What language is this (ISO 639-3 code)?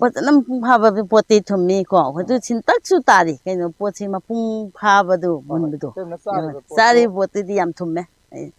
mni